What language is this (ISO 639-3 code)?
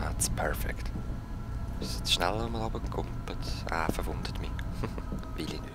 gsw